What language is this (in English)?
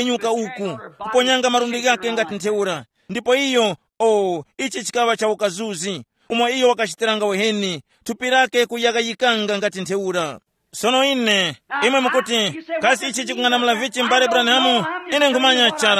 Tumbuka